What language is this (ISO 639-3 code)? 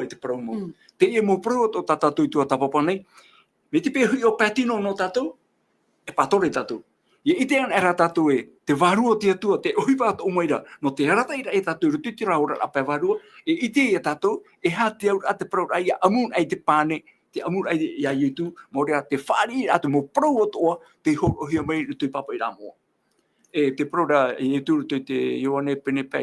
tah